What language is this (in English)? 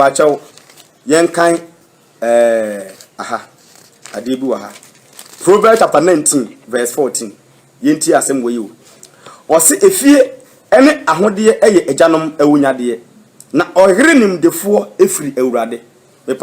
Akan